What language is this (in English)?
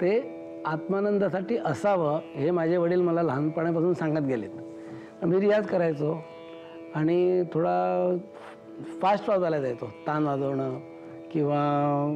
Marathi